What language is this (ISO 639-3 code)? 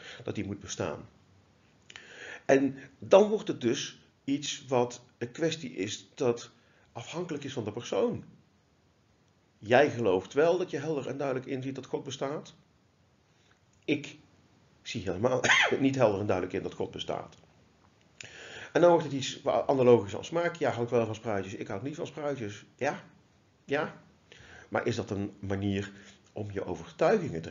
nld